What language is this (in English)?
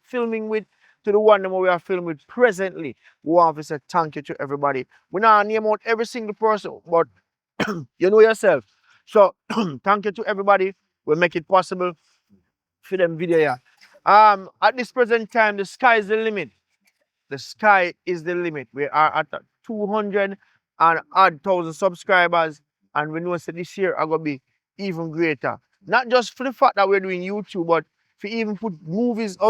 Jamaican Creole English